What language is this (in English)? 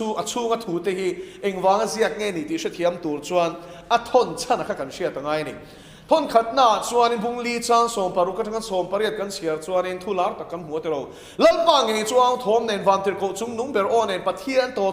Mizo